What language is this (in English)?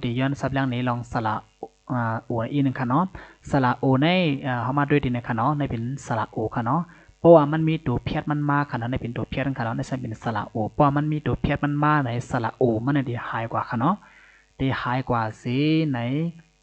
Shan